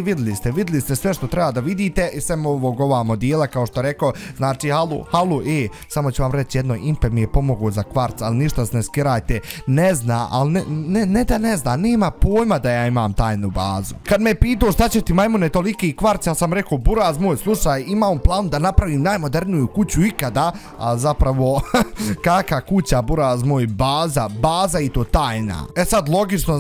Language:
Bosnian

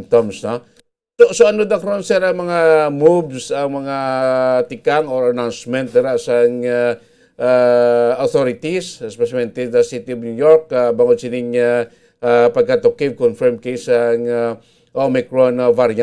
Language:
Hiligaynon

